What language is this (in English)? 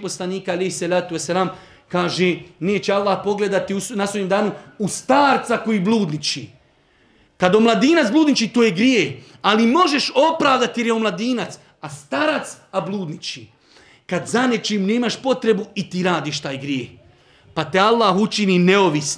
Bosnian